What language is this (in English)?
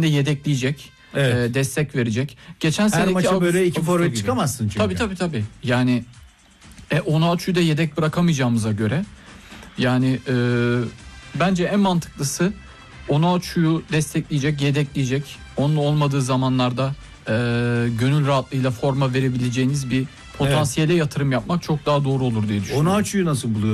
Turkish